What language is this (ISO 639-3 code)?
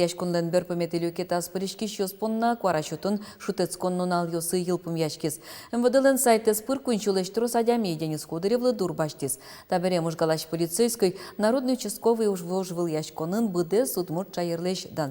udm